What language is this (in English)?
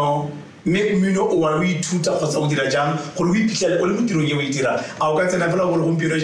Tswana